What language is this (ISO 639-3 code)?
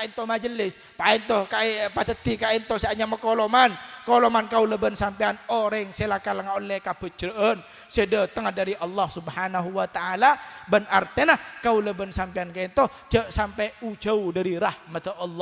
mad